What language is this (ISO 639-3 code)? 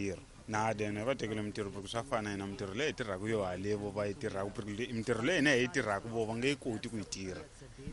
tso